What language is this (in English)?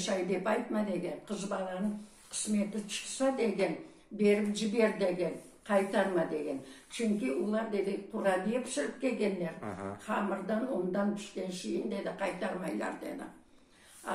Crimean Tatar